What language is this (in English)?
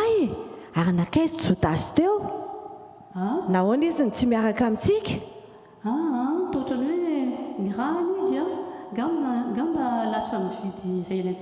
Malagasy